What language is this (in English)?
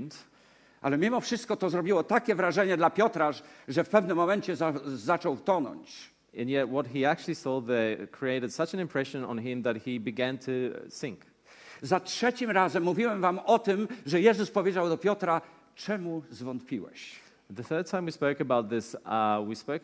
Polish